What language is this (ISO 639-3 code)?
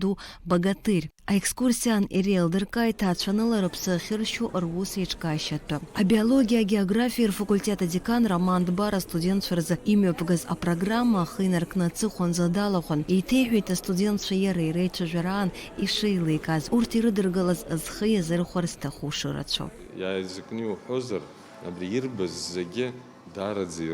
abk